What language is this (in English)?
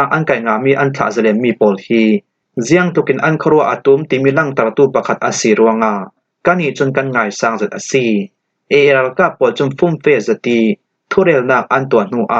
Falam Chin